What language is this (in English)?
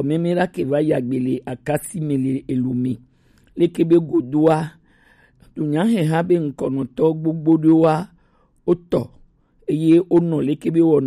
Gen